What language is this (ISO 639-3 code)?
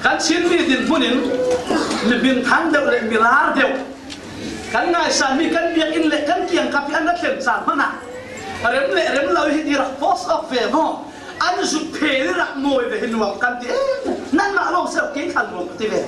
cfm